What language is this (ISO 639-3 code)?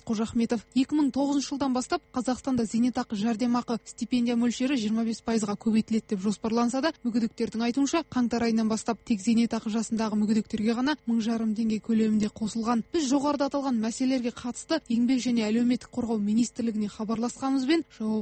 kaz